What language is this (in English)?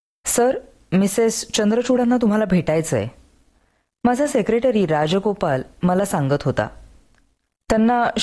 Marathi